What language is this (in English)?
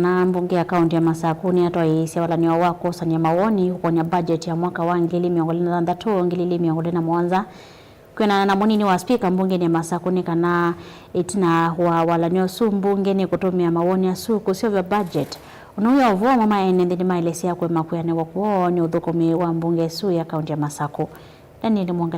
Kamba